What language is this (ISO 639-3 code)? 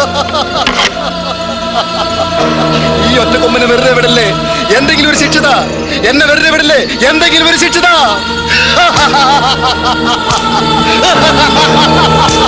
mal